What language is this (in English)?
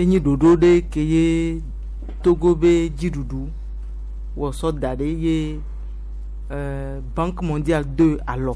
Gen